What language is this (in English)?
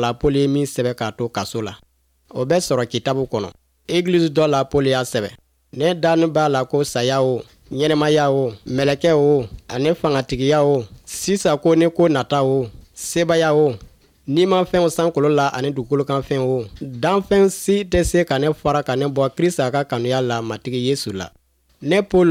Bambara